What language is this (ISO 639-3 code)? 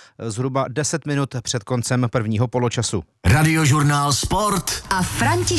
ces